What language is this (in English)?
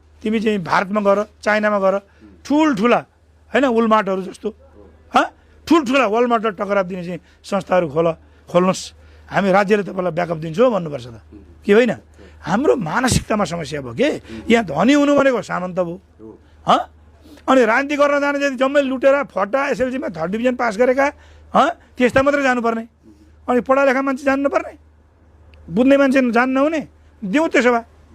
Nepali